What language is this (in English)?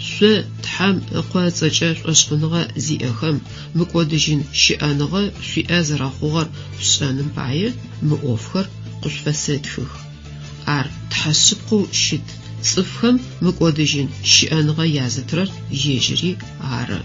Adyghe